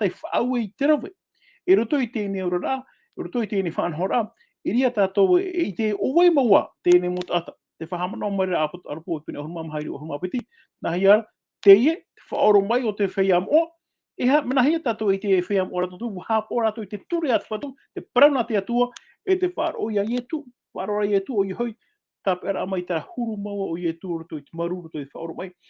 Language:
Tahitian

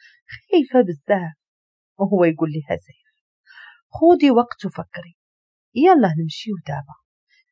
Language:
Moroccan Arabic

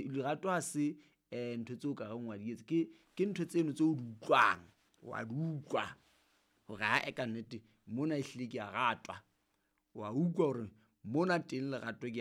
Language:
Southern Sotho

